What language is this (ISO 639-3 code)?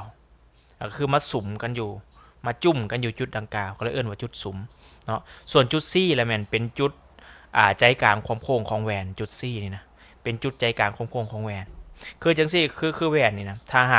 lao